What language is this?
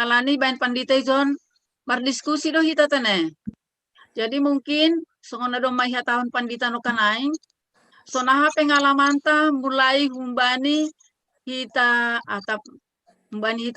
Batak Simalungun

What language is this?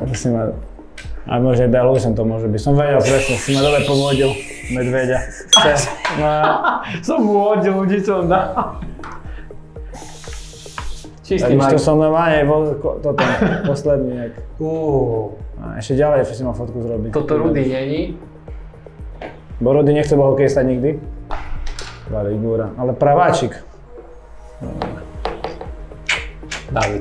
Slovak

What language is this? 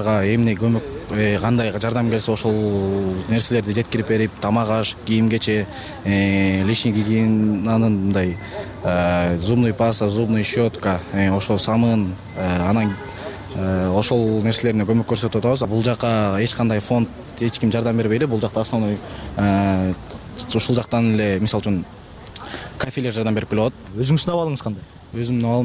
Kyrgyz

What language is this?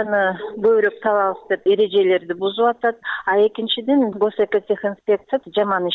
Kyrgyz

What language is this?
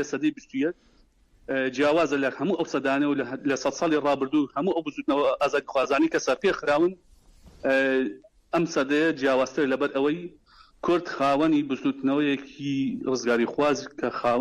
Central Kurdish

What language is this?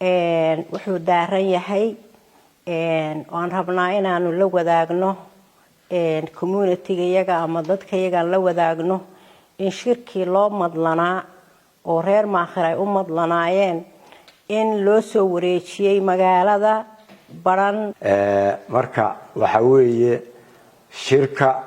Somali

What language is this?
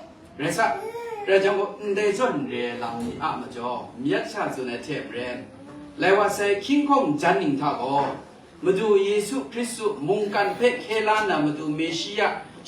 Kachin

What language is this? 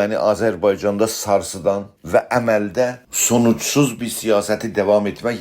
South Azerbaijani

